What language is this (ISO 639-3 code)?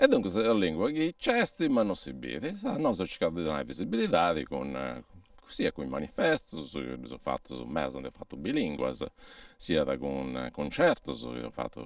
srd